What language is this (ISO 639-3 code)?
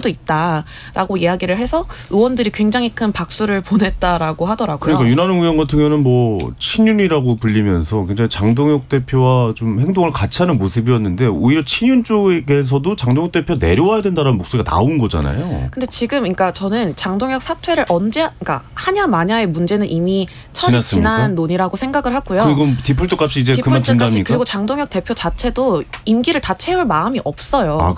kor